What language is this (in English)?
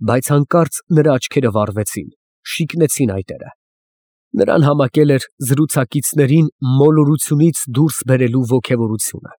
Armenian